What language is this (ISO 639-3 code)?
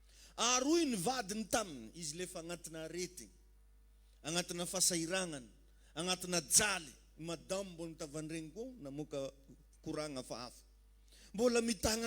mlg